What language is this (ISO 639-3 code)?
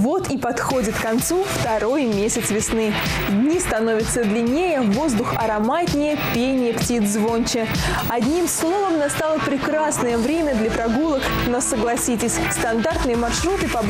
rus